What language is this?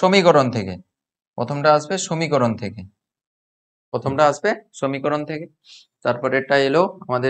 Bangla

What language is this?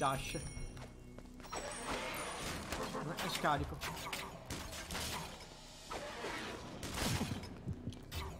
Italian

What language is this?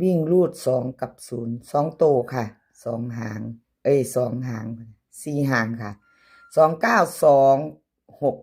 Lao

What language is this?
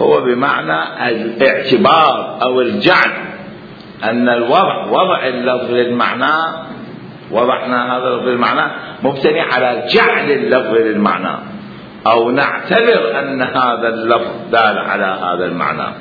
Mesopotamian Arabic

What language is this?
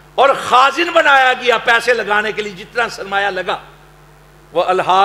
Urdu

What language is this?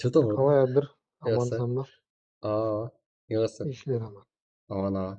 Kara-Kalpak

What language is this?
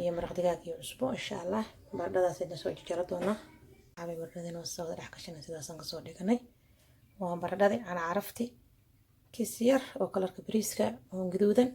Somali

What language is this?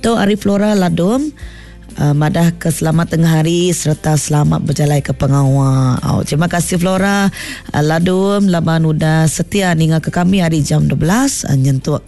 Iban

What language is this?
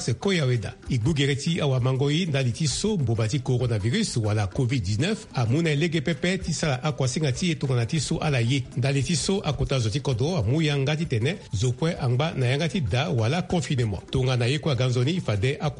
Sango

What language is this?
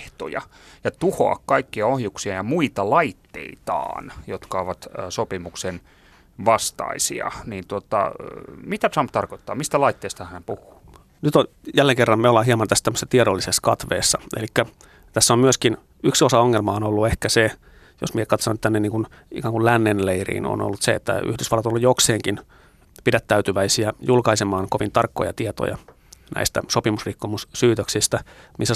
Finnish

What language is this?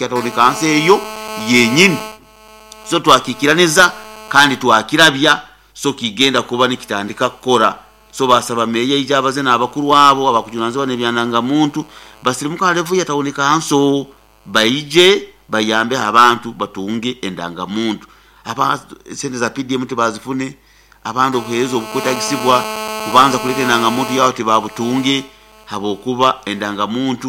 Nyoro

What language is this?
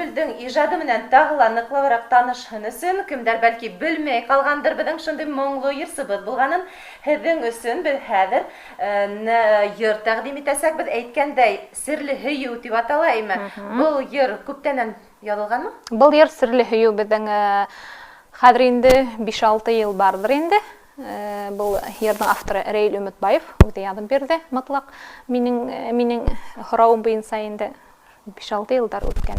Bashkir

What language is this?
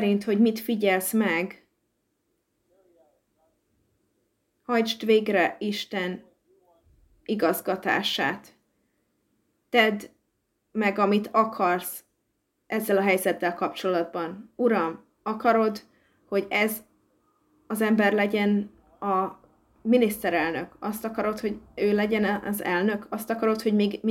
Hungarian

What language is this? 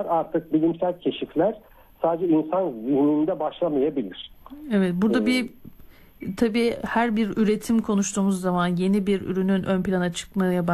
Turkish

